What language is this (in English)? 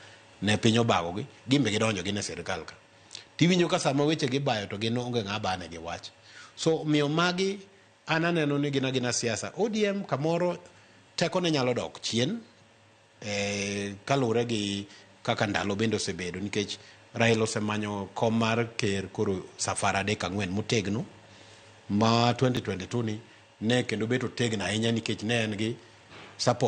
Luo (Kenya and Tanzania)